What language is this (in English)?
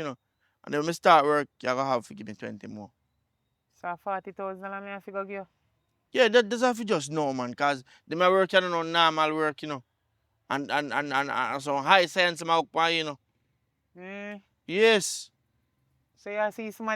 Jamaican Creole English